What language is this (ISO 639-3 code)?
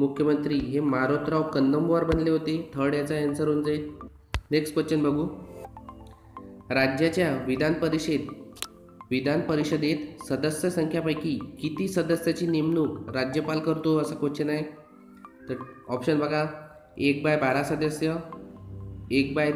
mar